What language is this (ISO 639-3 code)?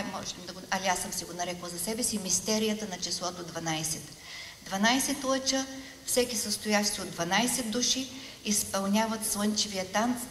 bul